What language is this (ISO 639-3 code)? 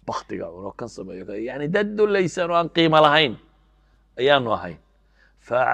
som